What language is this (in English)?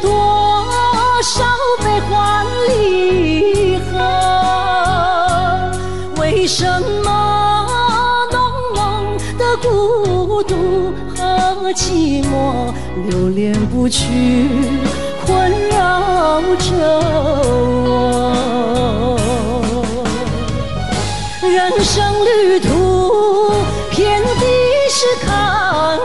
Chinese